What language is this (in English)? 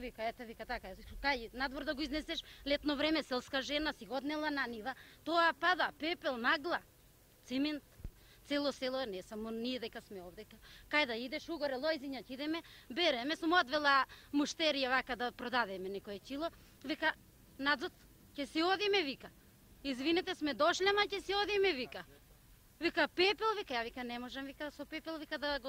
Macedonian